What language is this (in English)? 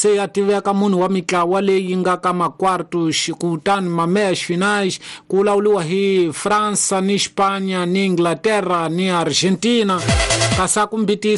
Tsonga